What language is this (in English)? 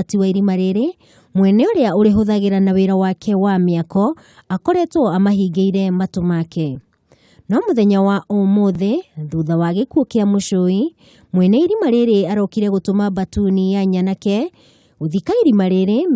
Kikuyu